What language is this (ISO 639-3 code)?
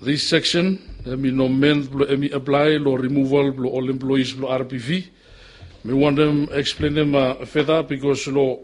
bis